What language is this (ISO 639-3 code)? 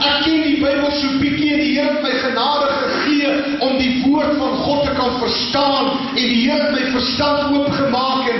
afr